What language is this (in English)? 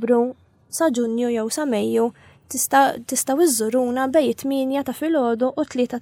Maltese